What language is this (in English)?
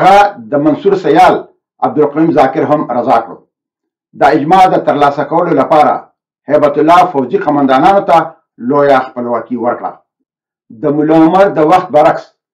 Pashto